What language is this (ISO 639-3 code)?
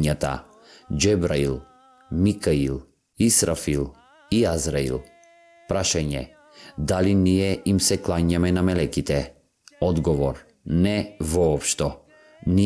mkd